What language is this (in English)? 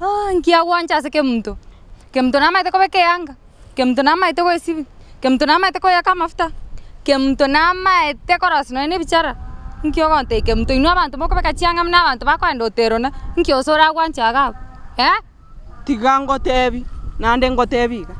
Gusii